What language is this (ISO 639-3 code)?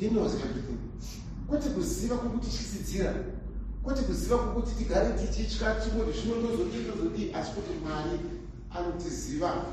sna